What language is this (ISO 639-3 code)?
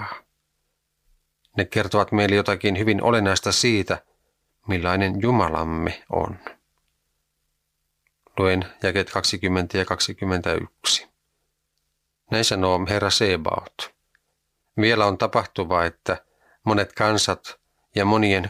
fin